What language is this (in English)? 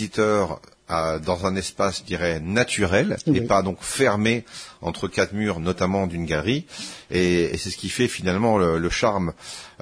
French